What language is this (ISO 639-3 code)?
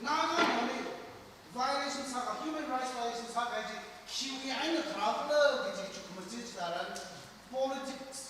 nmf